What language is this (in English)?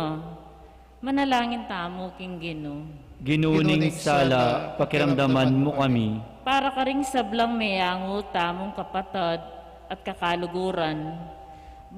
Pampanga